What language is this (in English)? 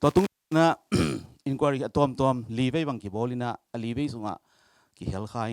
Tedim Chin